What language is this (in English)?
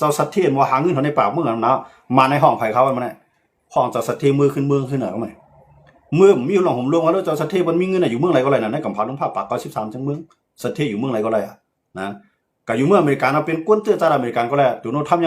Shan